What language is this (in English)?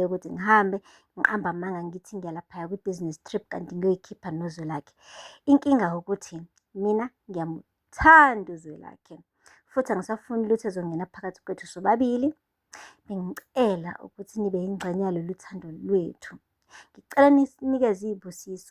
Zulu